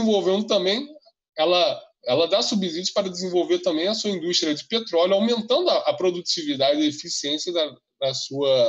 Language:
Portuguese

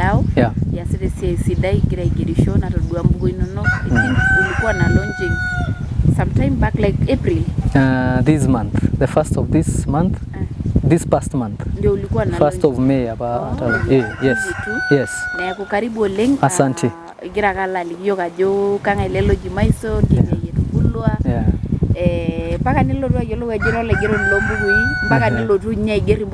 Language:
Masai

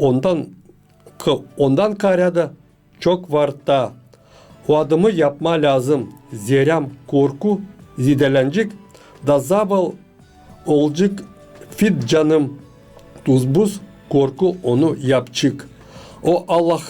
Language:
Gagauz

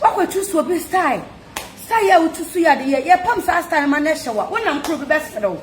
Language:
Akan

